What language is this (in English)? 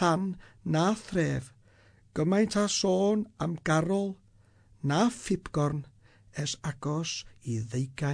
Welsh